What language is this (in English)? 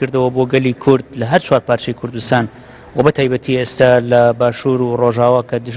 Central Kurdish